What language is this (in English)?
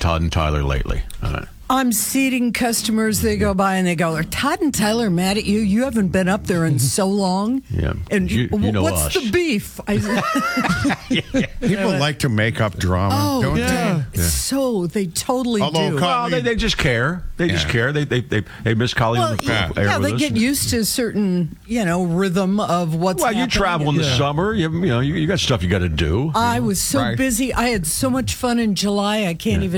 English